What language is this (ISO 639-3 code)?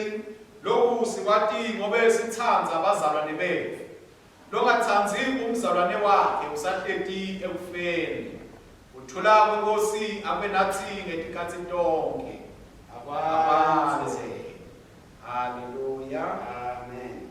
ssw